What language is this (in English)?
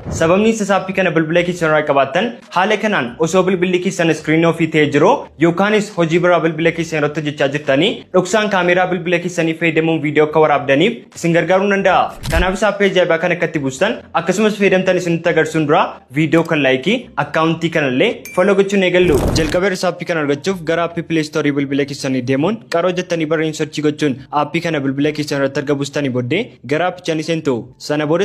Oromo